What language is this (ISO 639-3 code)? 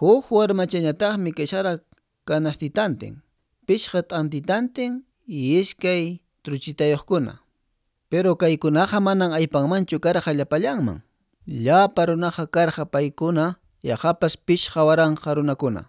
que